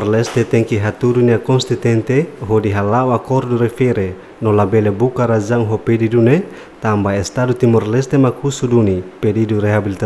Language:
Tetum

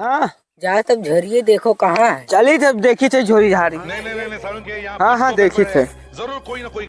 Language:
Awadhi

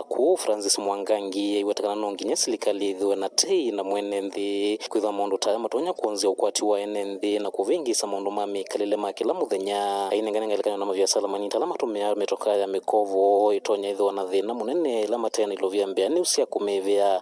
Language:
Kamba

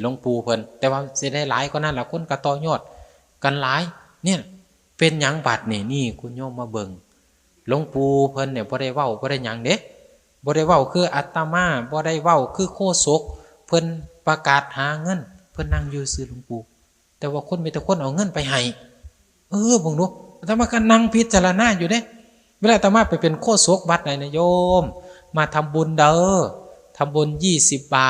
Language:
Northeastern Thai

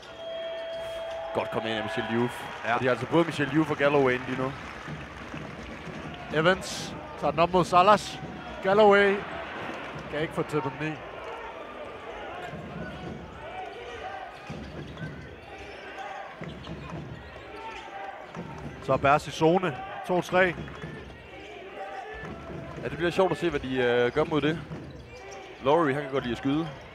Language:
Danish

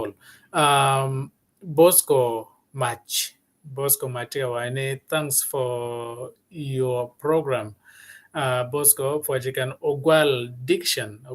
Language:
Acoli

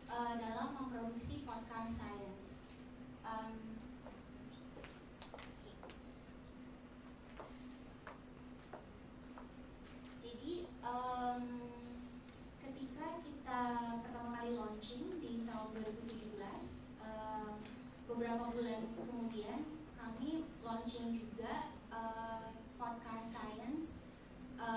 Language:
Indonesian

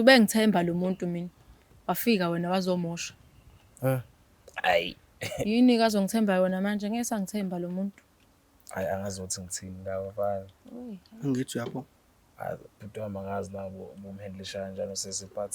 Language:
Zulu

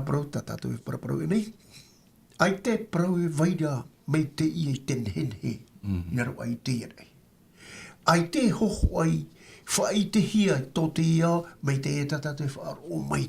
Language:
Tahitian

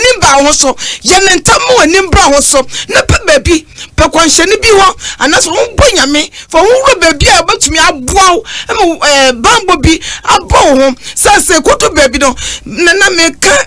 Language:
Akan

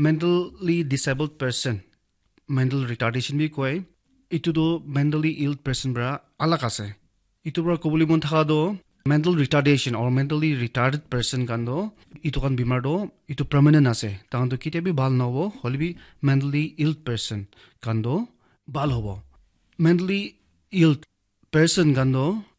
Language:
Naga Pidgin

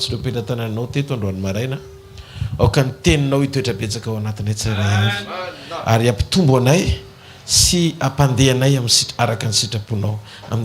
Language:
Malagasy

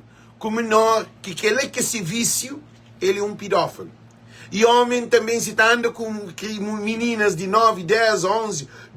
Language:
Kabuverdianu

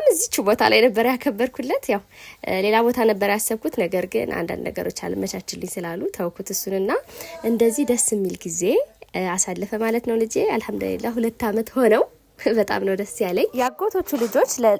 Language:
Amharic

